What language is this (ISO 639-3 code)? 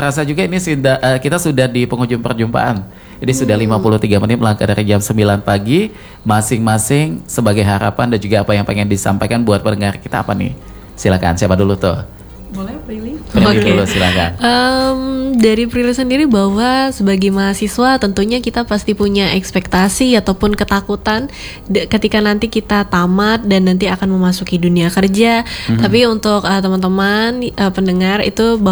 ind